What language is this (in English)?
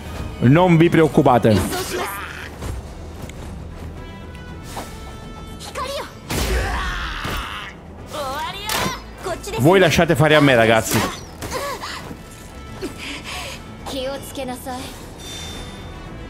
Italian